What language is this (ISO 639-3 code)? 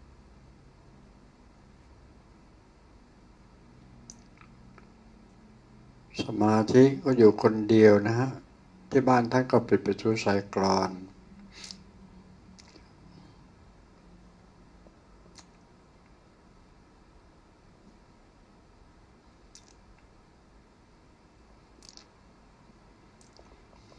tha